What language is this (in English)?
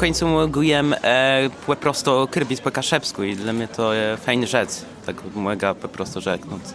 Kashubian